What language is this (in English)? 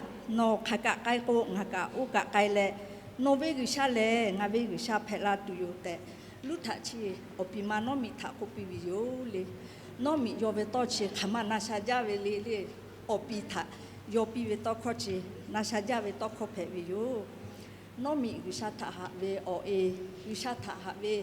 Lahu